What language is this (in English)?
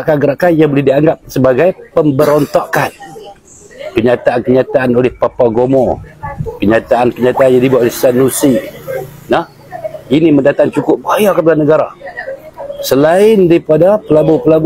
Malay